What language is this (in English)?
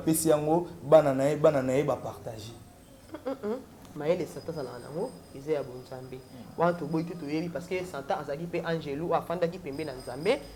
Lingala